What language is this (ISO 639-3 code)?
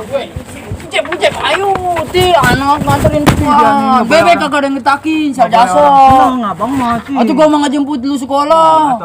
bew